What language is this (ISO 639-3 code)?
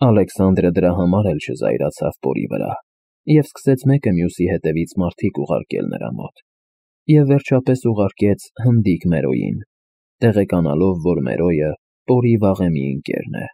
hye